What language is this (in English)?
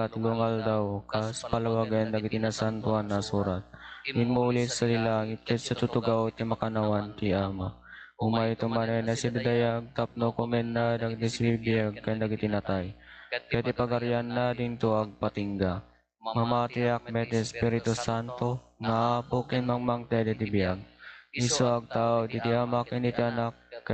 Iloko